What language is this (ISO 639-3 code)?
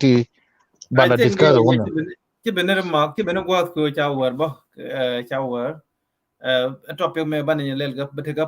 nus